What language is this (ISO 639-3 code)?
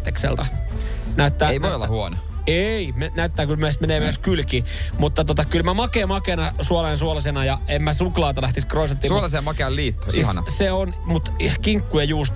fin